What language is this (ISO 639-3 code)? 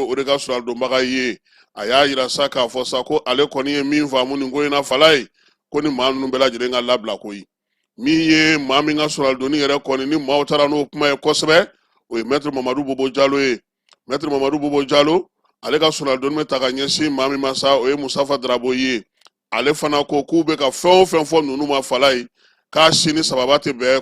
bam